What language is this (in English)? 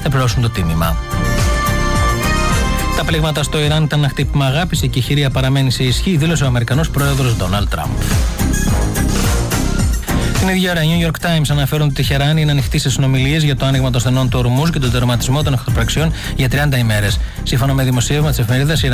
Greek